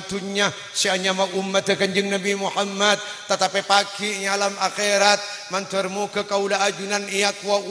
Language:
Madurese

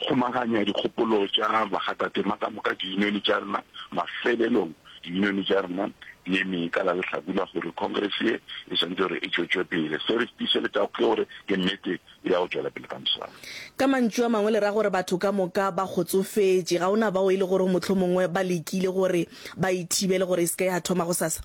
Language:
Northern Sotho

